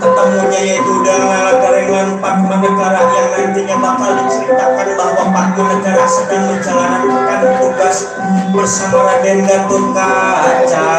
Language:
Betawi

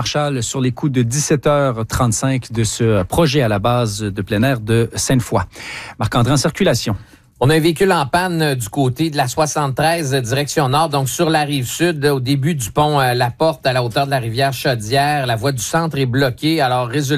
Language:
French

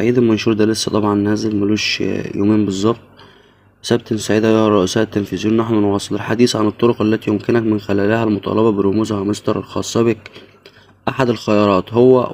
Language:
Egyptian Arabic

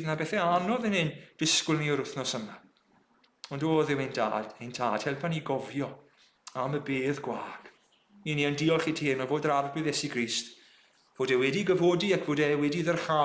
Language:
Welsh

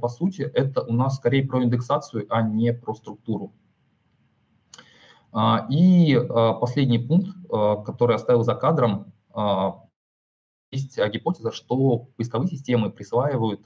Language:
Russian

